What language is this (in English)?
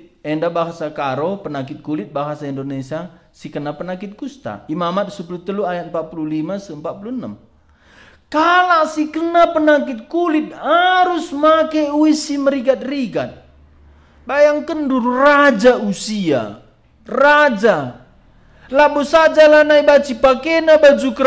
Batak Karo